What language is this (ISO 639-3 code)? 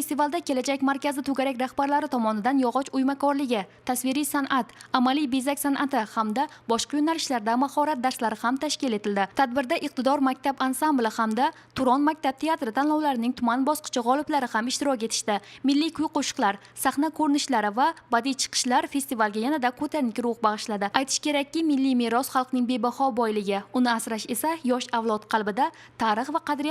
uzb